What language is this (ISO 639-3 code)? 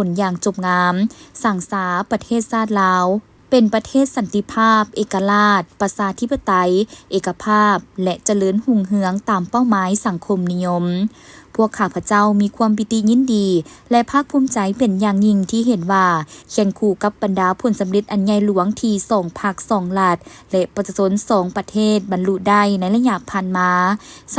lao